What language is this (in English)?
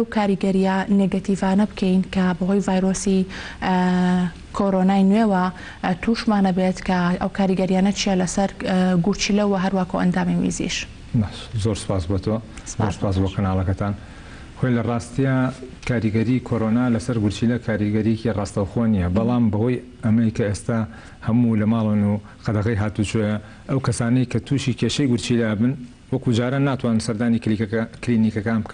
Central Kurdish